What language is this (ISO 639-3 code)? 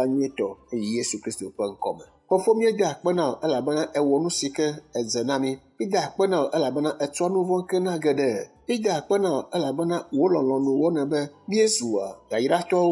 ewe